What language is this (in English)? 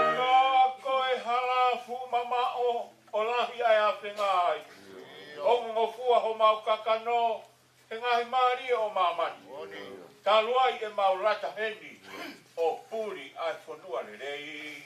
Tongan